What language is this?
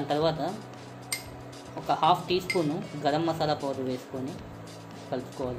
Telugu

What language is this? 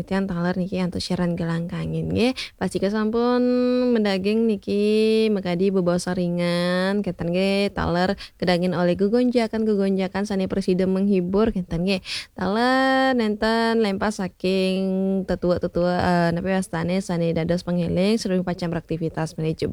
Balinese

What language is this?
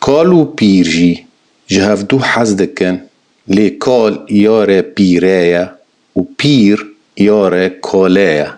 Kurdish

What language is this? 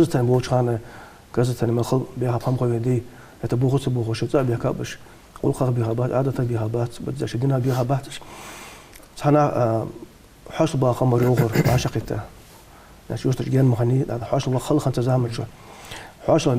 Ingush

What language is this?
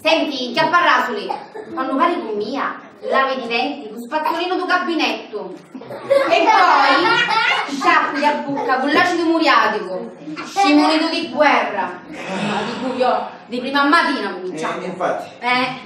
Sicilian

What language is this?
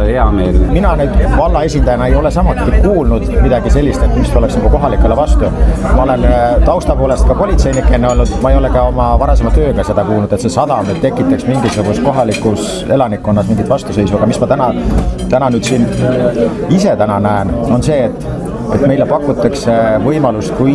Estonian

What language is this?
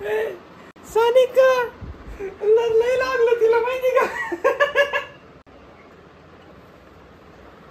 Marathi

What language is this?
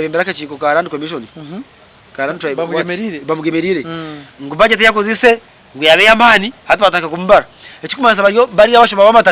Nyankole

